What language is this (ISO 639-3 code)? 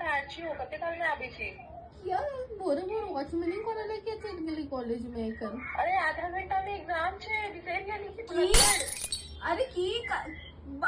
mai